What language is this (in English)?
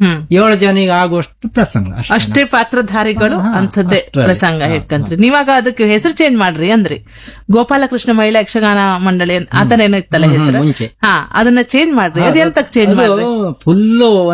Kannada